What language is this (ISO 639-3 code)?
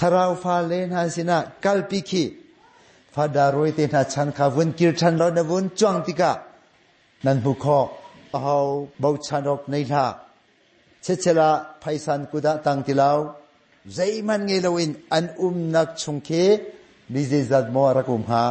cnh